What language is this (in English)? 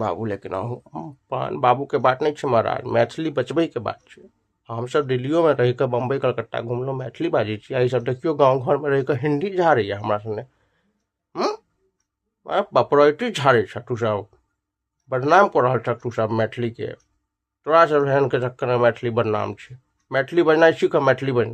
Maithili